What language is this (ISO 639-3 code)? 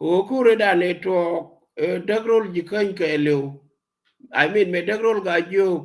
nus